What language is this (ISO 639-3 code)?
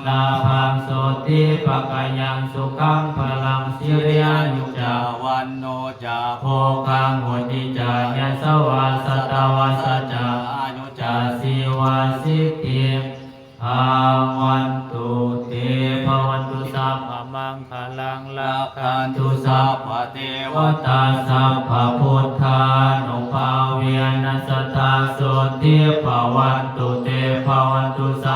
pli